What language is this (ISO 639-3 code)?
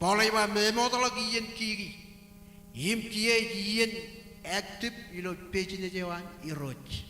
mah